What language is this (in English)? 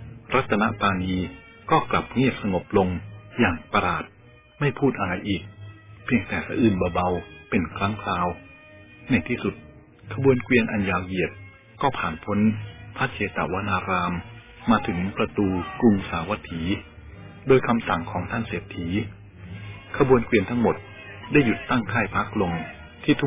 Thai